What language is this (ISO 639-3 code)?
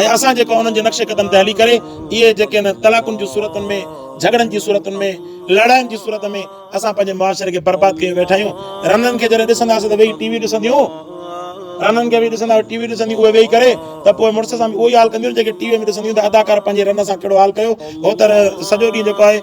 snd